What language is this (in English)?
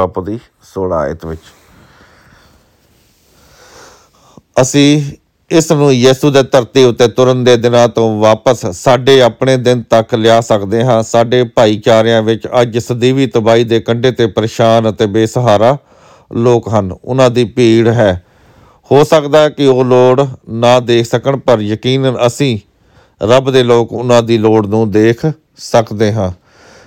Punjabi